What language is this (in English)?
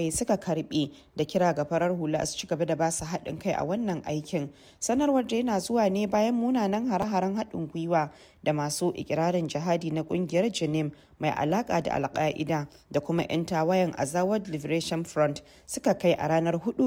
Hausa